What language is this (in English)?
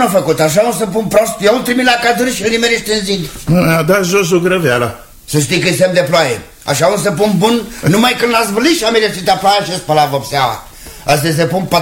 Romanian